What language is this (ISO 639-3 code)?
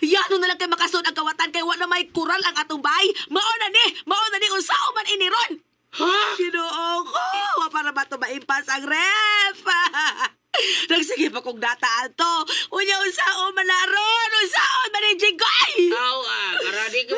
ceb